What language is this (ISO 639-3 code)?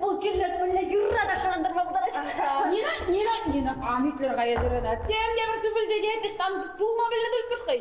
chv